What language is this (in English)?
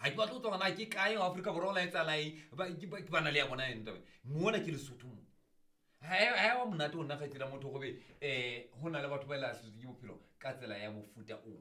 Southern Sotho